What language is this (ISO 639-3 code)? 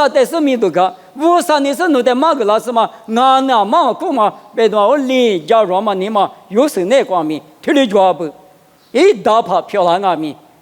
lis